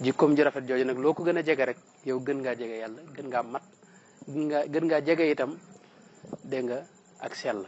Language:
Wolof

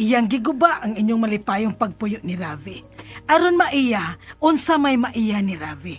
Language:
Cebuano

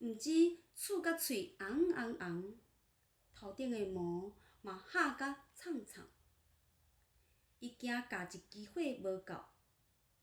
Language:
Min Nan Chinese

